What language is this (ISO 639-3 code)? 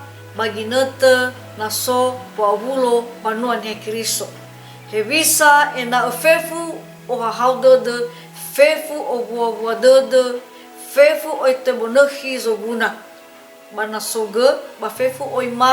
nia